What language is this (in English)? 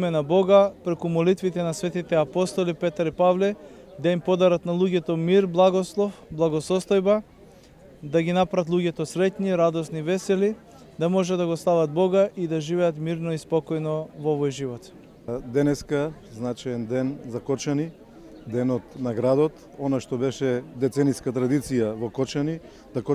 Macedonian